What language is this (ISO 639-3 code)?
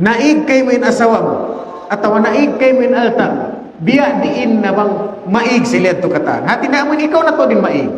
tsg